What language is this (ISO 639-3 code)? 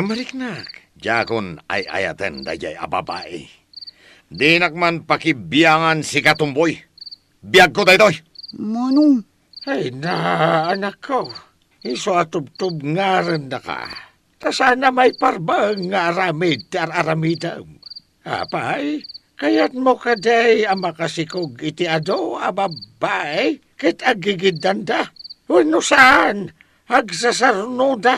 ilo